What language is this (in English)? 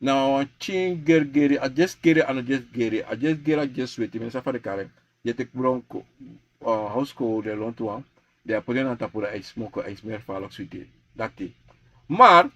Sranan Tongo